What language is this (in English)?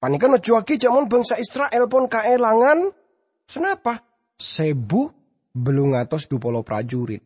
Madurese